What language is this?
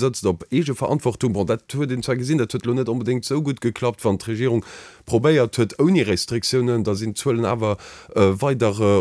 Luxembourgish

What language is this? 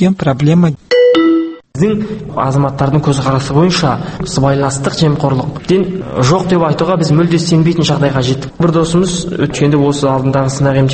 Kazakh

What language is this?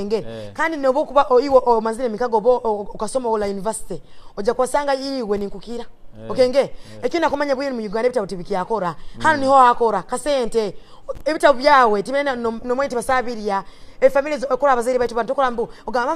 Nyoro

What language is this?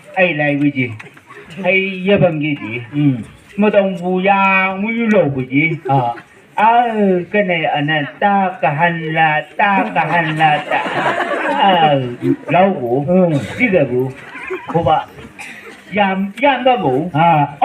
Chang Naga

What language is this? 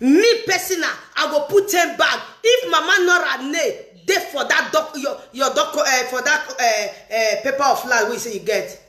Nigerian Pidgin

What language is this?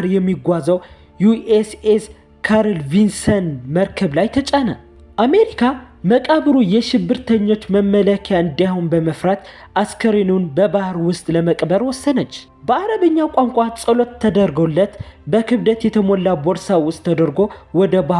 Amharic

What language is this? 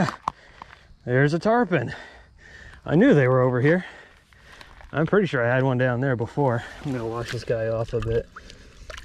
English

